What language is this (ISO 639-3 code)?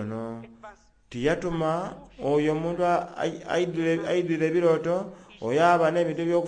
xog